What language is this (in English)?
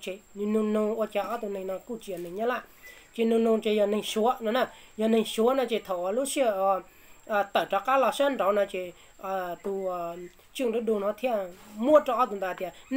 Hmong